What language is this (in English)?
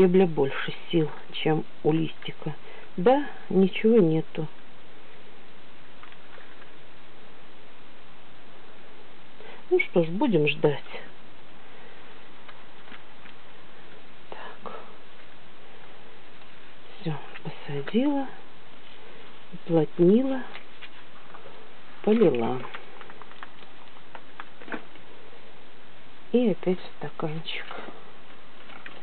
Russian